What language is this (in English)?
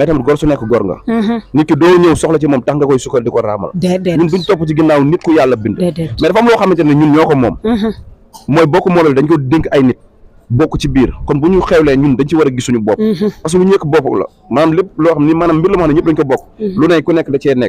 Wolof